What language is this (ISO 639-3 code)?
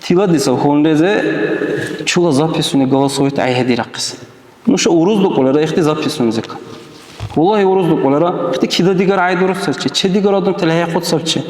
dar